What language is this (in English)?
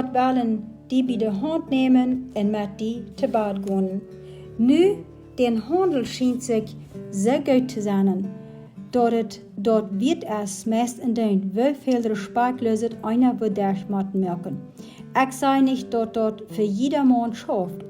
Plautdietsch